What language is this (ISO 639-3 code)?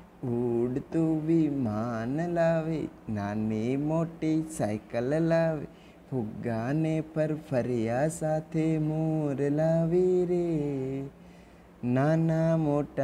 guj